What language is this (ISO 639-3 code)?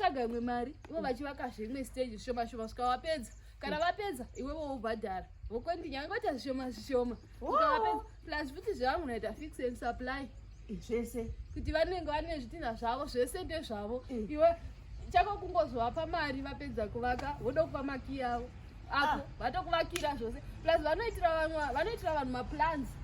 sna